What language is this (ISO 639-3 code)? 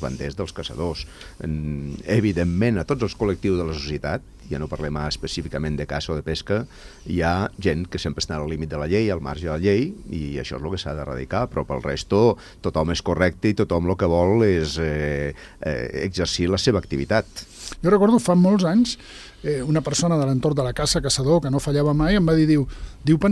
cat